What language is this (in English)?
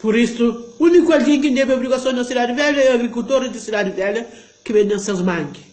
Kabuverdianu